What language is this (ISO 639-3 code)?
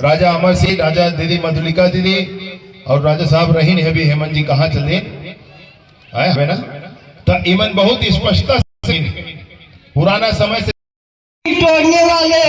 hne